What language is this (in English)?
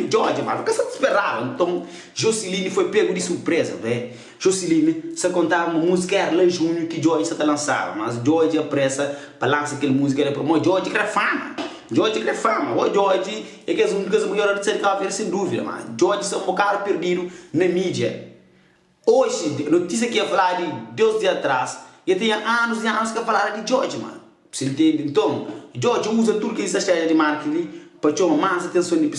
Kabuverdianu